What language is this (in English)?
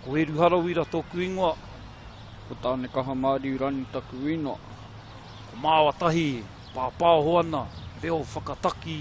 Māori